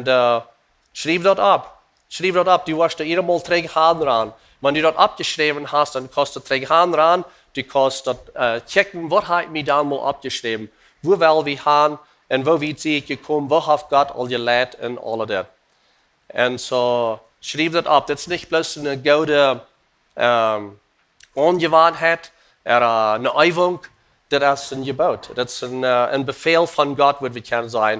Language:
Plautdietsch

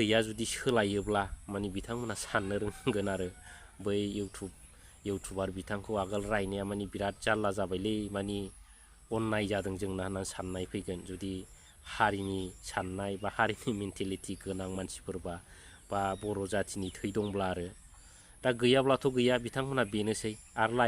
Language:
Bodo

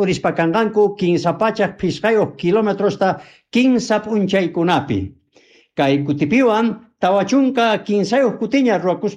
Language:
South Bolivian Quechua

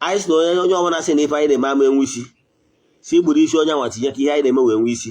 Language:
Igbo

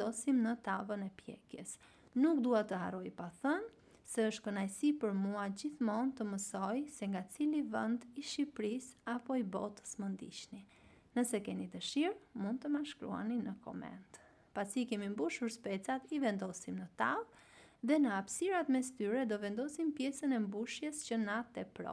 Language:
Albanian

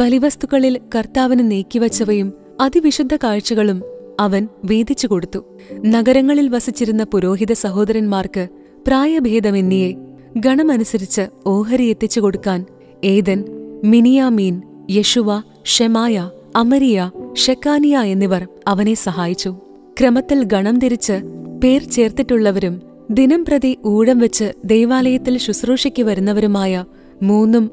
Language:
Malayalam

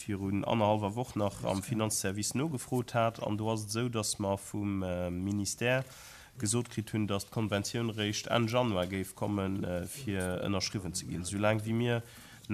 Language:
Luxembourgish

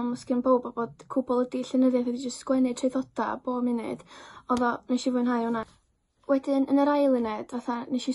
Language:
Welsh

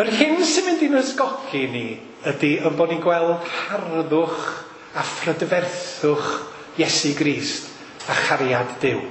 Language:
Welsh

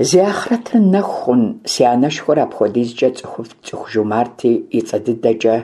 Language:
Kabardian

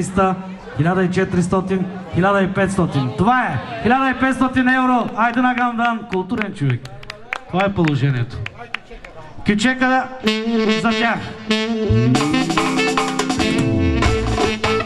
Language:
Bulgarian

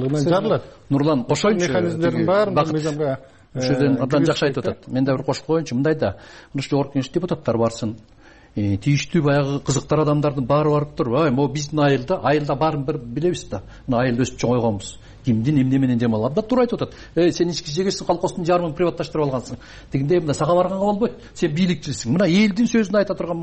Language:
Kyrgyz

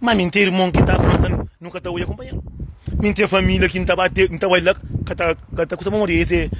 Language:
Kabuverdianu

